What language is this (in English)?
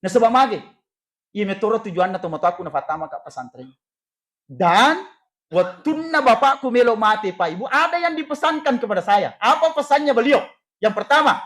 Buginese